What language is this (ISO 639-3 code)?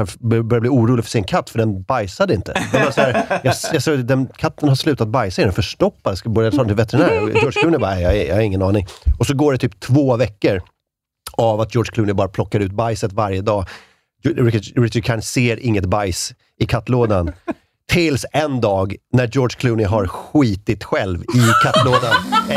swe